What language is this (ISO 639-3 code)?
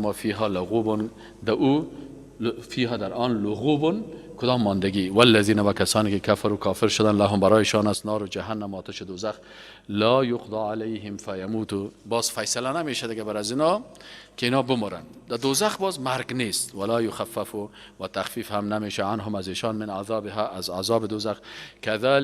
fas